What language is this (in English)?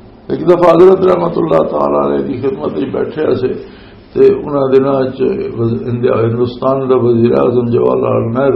Western Panjabi